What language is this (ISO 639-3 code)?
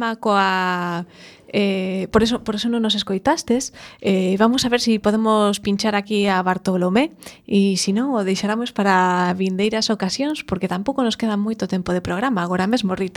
glg